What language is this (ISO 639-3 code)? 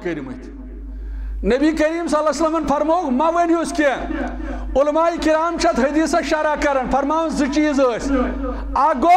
kas